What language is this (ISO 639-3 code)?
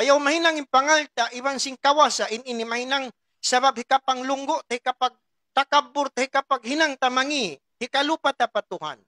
tsg